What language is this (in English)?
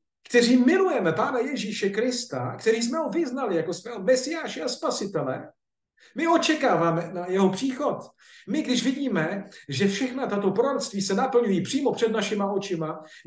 Czech